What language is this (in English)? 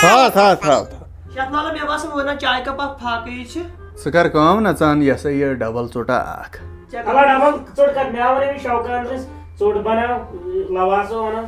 Kashmiri